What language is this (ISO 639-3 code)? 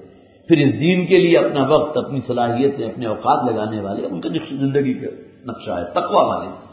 urd